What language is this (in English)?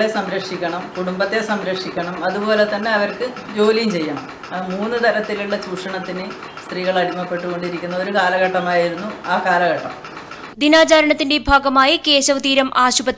Malayalam